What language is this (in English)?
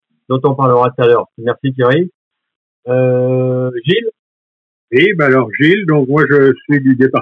French